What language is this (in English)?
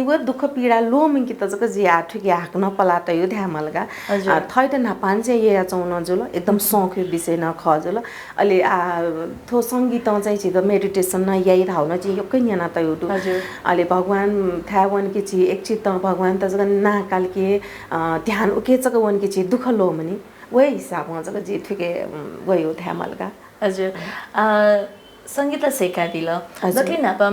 Newari